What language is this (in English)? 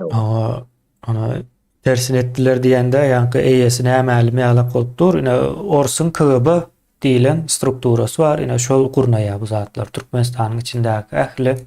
Turkmen